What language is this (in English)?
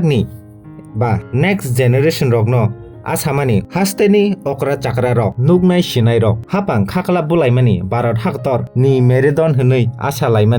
Kok Borok